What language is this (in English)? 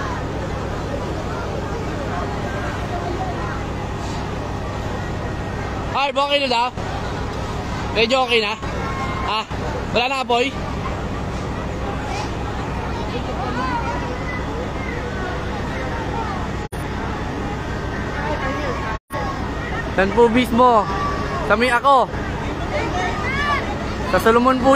Filipino